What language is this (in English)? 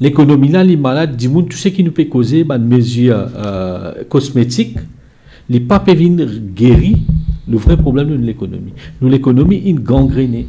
Morisyen